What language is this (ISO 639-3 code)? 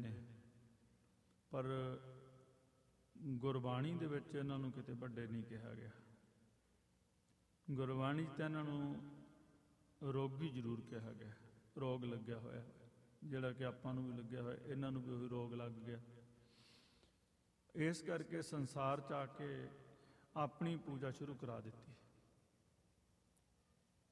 pan